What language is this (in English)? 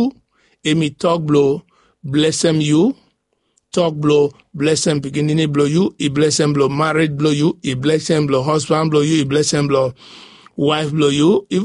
Bislama